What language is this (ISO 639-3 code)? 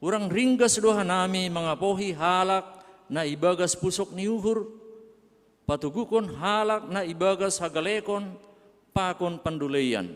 bts